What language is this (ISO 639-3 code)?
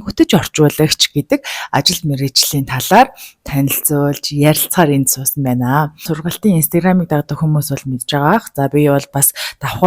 mon